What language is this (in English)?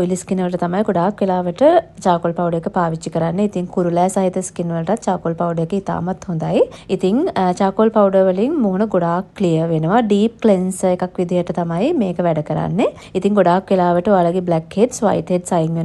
Sinhala